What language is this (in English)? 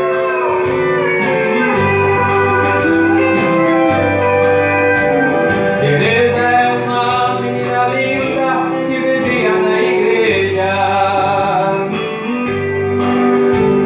Portuguese